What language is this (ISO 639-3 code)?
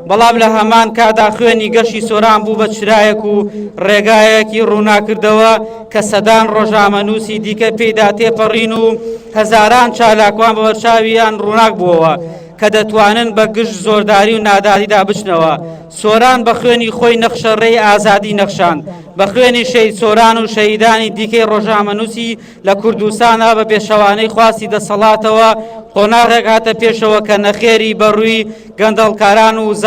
ckb